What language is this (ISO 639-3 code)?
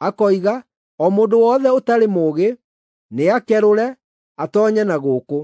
kik